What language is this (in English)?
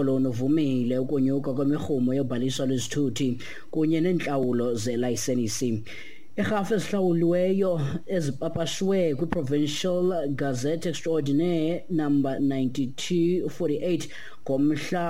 Xhosa